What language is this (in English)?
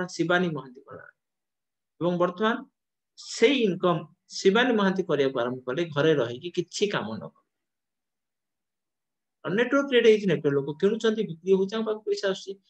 Odia